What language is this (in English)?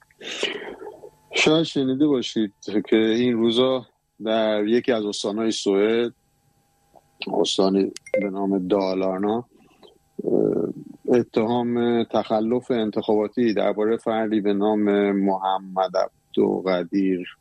Persian